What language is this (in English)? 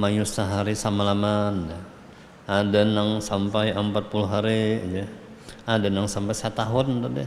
Banjar